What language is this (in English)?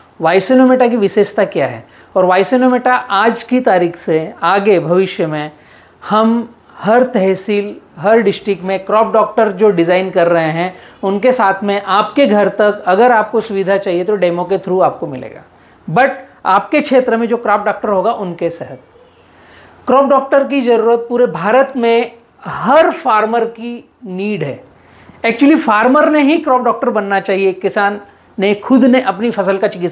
Hindi